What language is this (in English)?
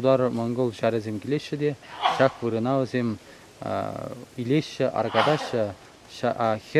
Chuvash